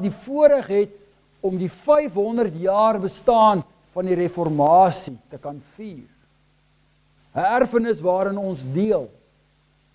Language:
Afrikaans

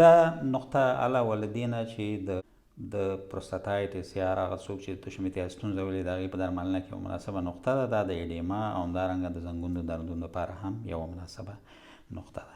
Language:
Pashto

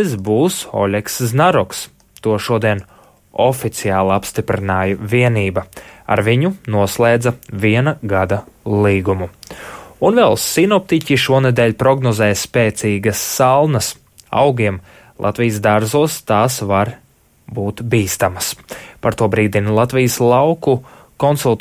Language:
Latvian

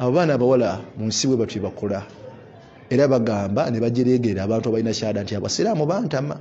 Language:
Ganda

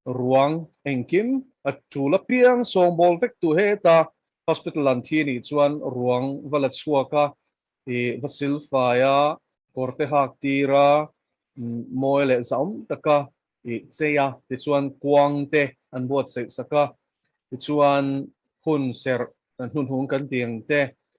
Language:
Mizo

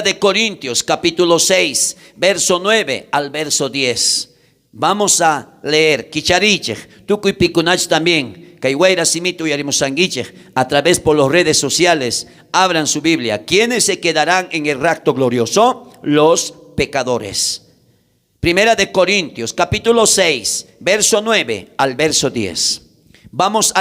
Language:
South Bolivian Quechua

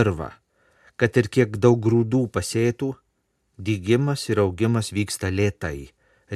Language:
Lithuanian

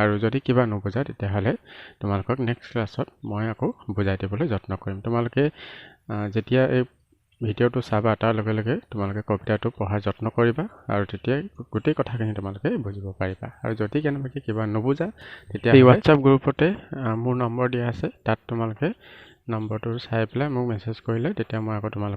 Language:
Assamese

